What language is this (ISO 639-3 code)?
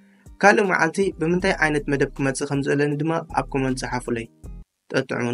tir